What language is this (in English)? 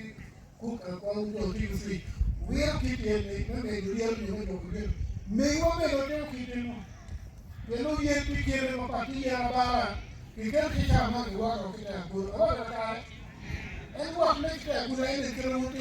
Acoli